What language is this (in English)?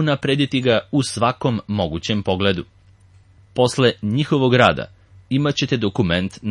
Serbian